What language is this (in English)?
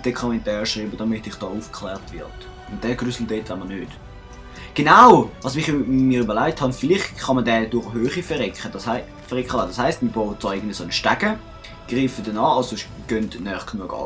Swiss German